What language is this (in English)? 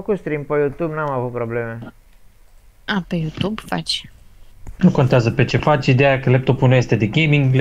Romanian